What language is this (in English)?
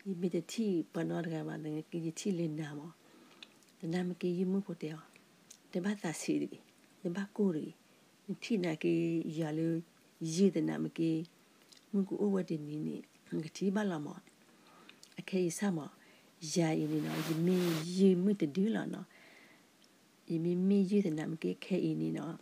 S'gaw Karen